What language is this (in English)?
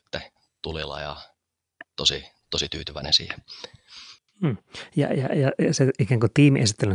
Finnish